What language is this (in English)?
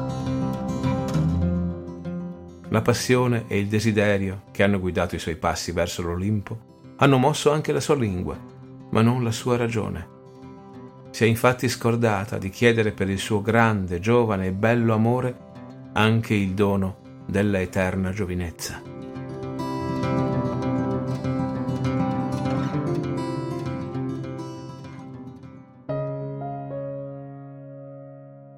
Italian